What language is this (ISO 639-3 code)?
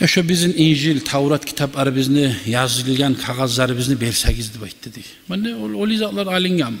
kum